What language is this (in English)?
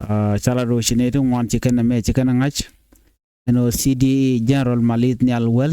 Nuer